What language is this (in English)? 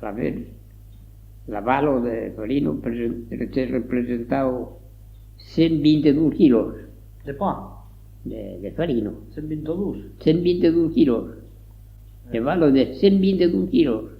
Occitan